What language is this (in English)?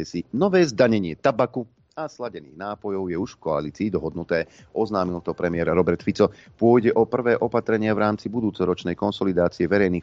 Slovak